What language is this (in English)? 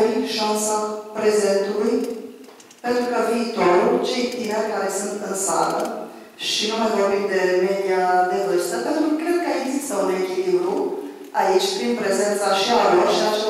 Romanian